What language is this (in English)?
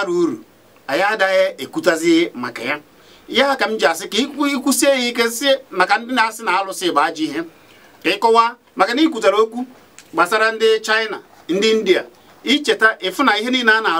Igbo